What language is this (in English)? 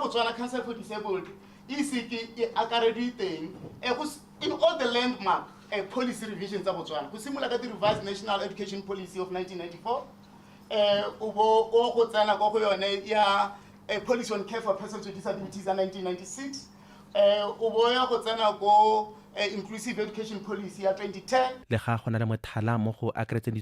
Tswana